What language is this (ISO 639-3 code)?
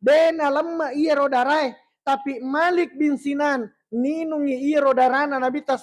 bug